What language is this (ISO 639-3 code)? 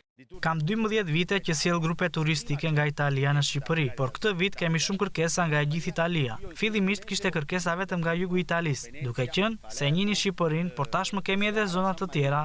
sqi